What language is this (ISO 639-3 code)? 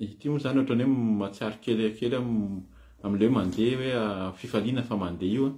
mlg